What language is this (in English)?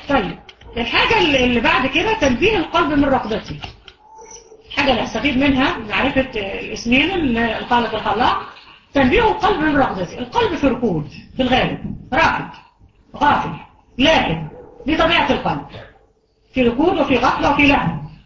Egyptian Arabic